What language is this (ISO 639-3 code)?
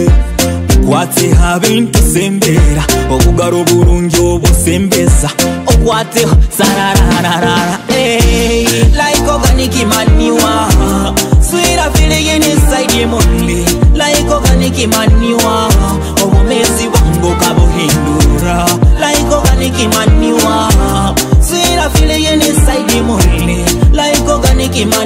nyo